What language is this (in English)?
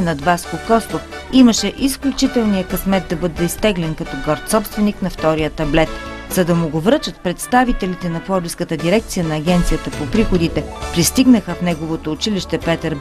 Bulgarian